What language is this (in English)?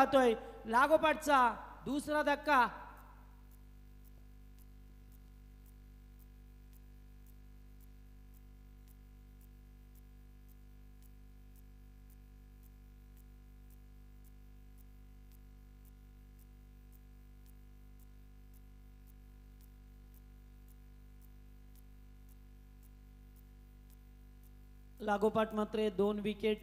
Marathi